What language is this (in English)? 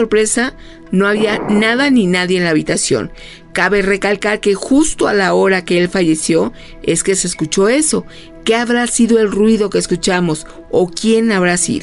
Spanish